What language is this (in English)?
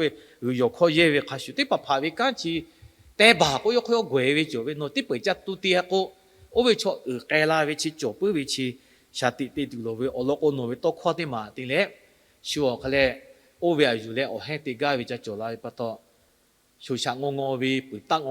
Lahu